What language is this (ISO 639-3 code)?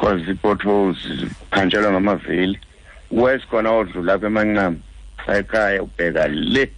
xho